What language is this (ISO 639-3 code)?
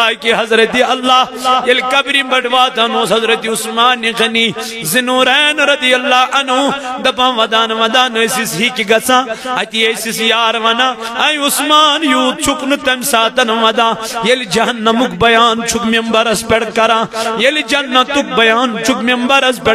kas